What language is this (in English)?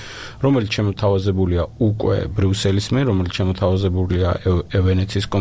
Georgian